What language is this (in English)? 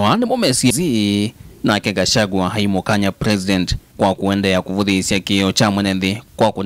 Kamba